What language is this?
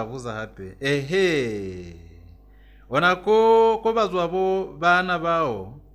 Lozi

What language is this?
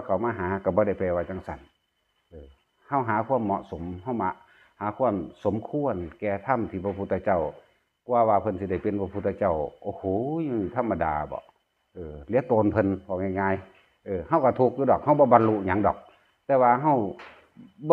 Lao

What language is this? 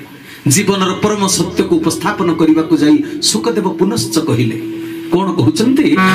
Odia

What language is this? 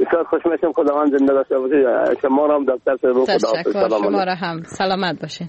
Persian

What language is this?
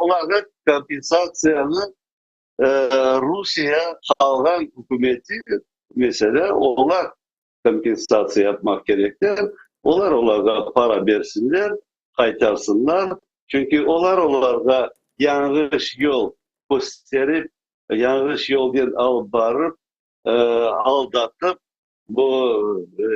Crimean Tatar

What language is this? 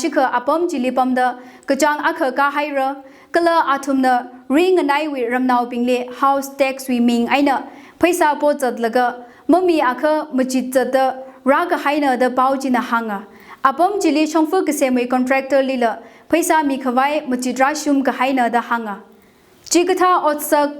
Tangkhul Naga (India)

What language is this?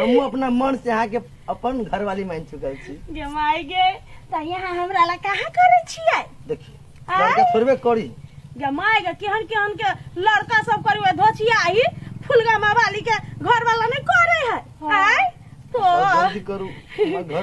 Maithili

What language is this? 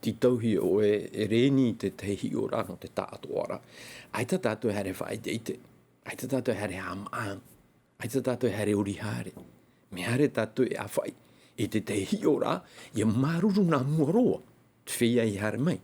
Tahitian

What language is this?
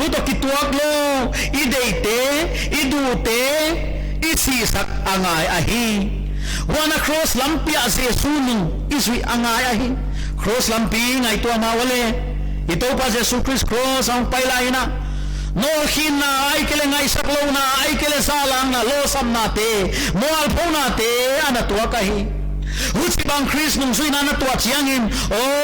Paite Chin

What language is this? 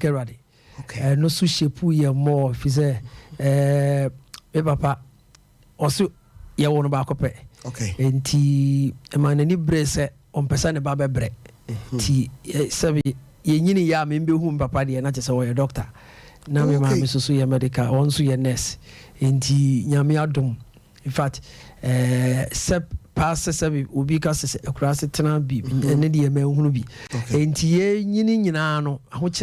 Akan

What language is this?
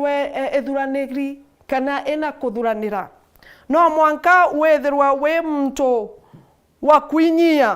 Meru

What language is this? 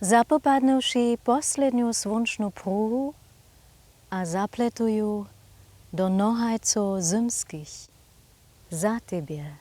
Upper Sorbian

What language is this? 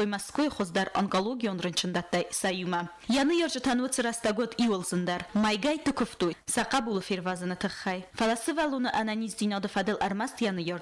Ossetic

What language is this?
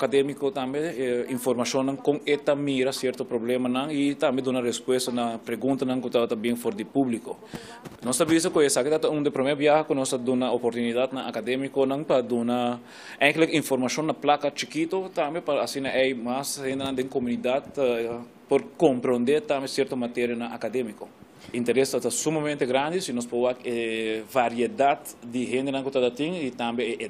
Papiamento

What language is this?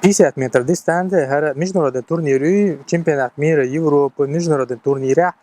Chechen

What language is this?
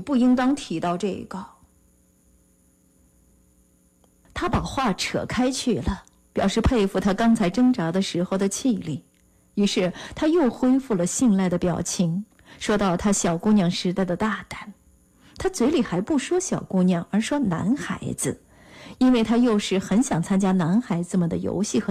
Chinese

